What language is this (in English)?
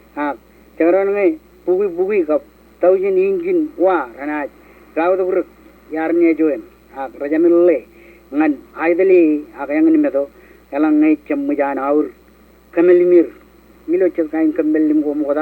Marshallese